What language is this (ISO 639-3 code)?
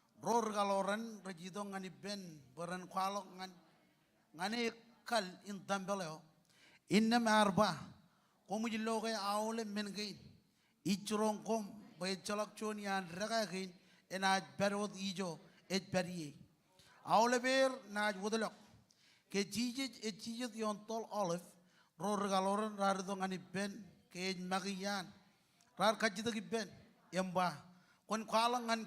mah